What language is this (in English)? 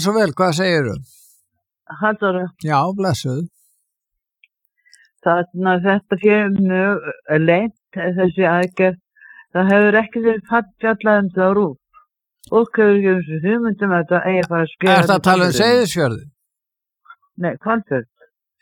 Icelandic